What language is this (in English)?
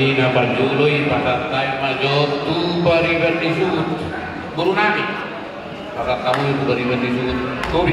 Batak Toba